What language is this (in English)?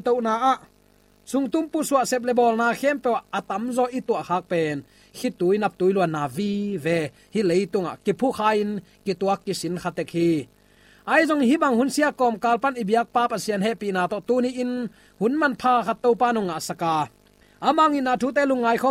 Tedim Chin